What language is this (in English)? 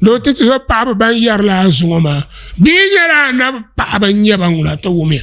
Dagbani